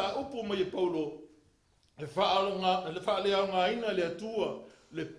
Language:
Samoan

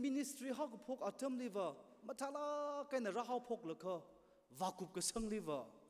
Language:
Tangkhul Naga (India)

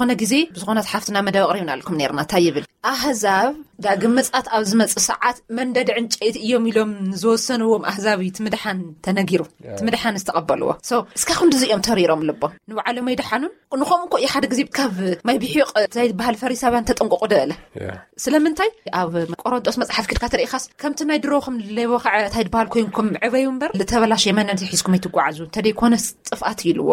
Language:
Tigrinya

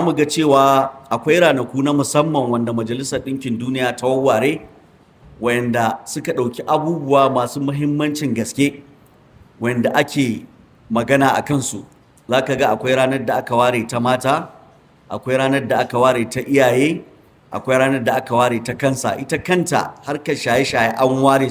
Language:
Hausa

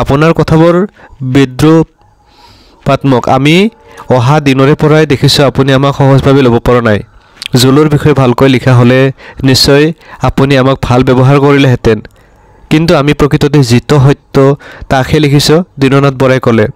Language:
Assamese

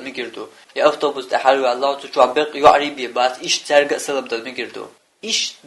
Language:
Chechen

